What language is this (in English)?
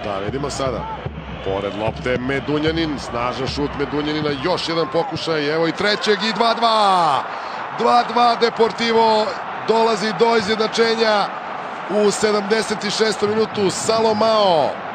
Serbian